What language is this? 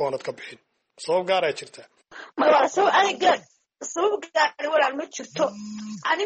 Somali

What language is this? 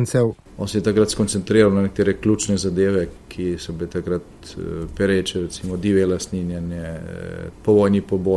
Slovenian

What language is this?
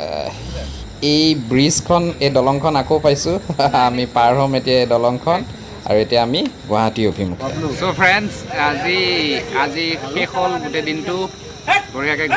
Assamese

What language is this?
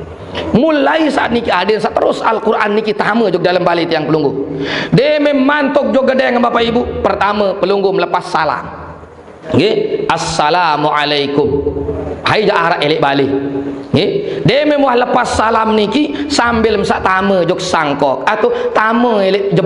Sasak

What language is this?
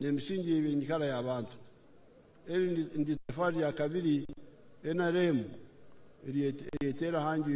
Nyankole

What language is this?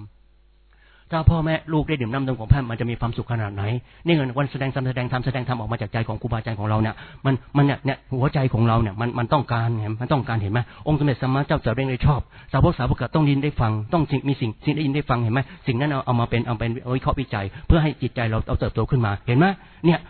Thai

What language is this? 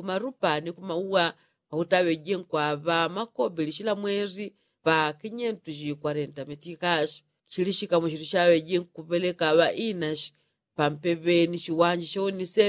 Yao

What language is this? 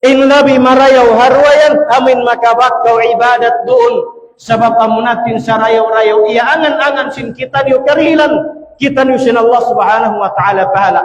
Tausug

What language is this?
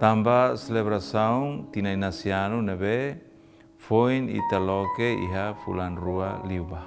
Tetum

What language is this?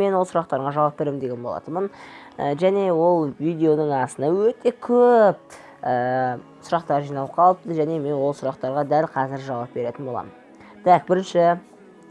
Kazakh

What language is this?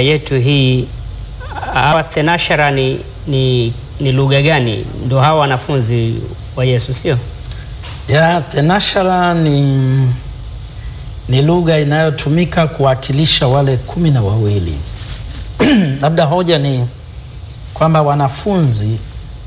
Swahili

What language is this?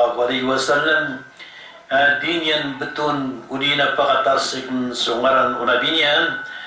Maranao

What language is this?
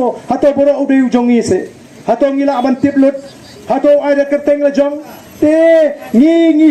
Khasi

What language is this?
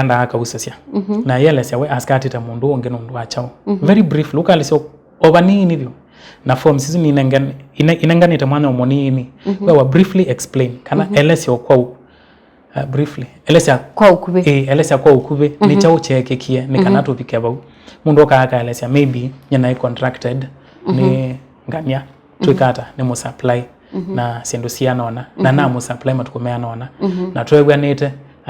Kamba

